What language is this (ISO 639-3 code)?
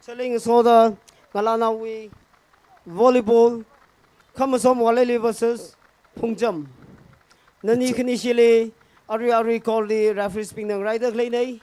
nmf